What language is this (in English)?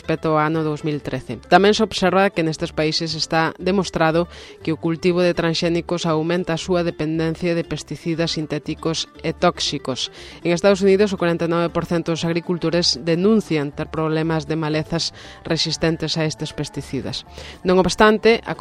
Galician